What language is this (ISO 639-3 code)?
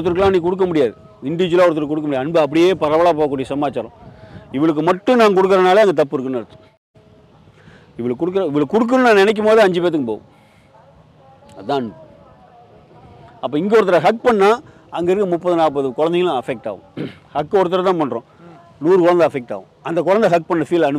tam